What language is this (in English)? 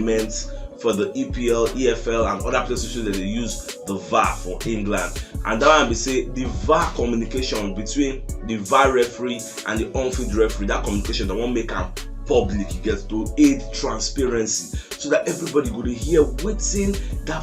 Nigerian Pidgin